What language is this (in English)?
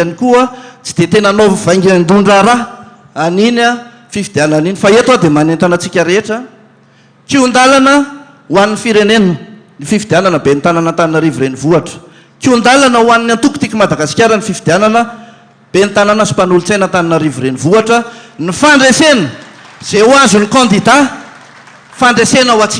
Malagasy